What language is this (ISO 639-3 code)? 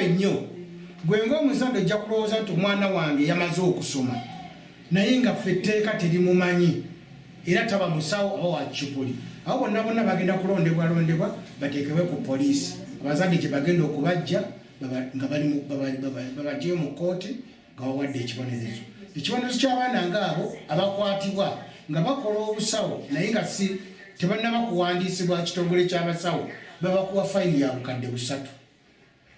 lug